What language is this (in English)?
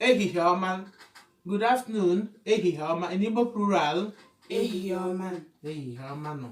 Igbo